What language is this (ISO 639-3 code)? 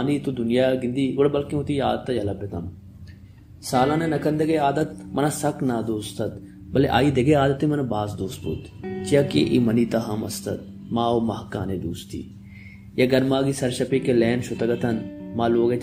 bal